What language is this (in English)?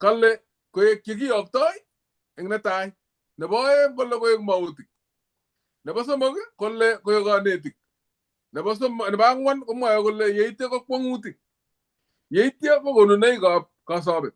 Kalenjin